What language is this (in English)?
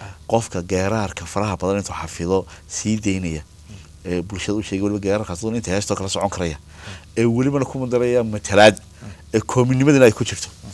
Somali